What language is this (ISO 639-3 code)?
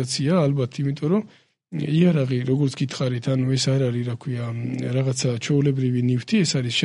kat